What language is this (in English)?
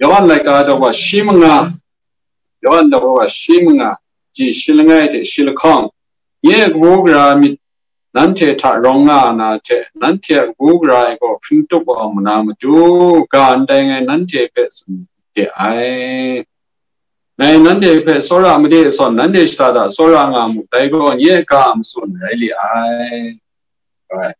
Kachin